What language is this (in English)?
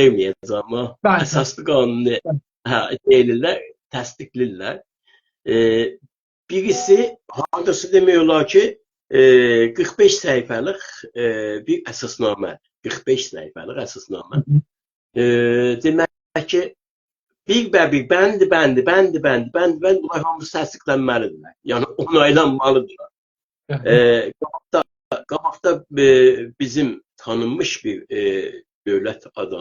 South Azerbaijani